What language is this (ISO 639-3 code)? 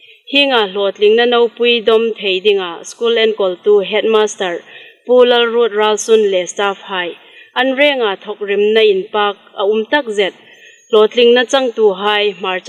hmr